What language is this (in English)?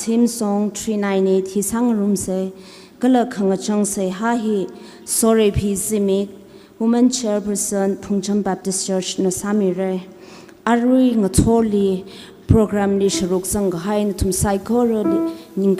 Tangkhul Naga (India)